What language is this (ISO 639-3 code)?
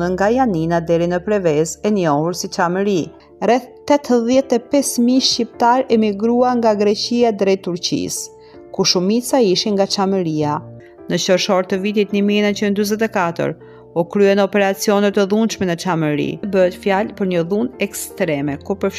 sqi